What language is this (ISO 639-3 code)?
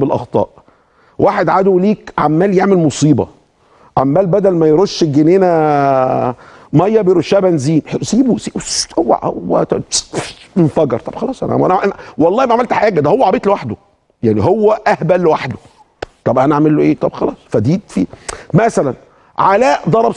arz